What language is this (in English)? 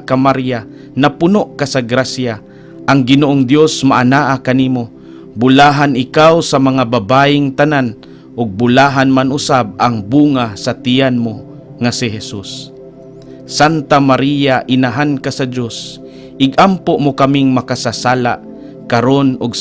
Cebuano